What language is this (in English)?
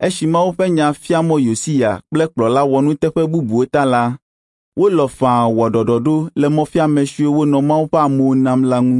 Ewe